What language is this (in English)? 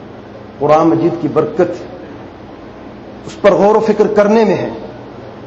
Urdu